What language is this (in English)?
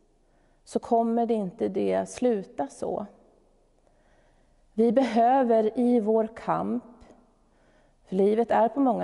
Swedish